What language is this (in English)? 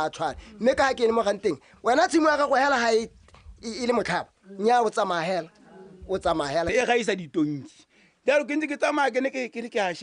Tswana